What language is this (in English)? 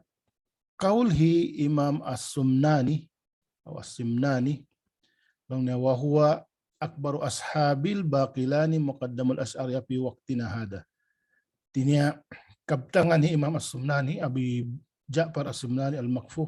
Tausug